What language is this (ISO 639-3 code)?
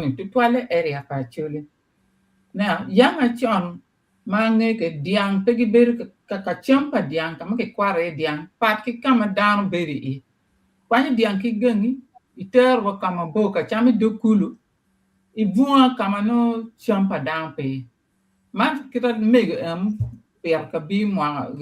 ach